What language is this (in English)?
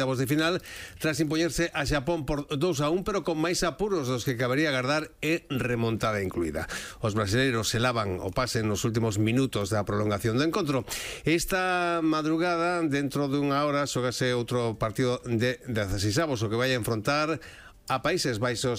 Galician